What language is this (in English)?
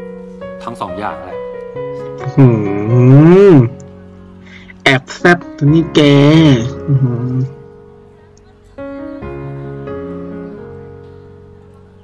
Thai